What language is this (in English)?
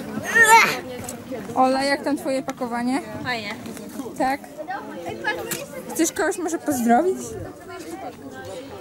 Polish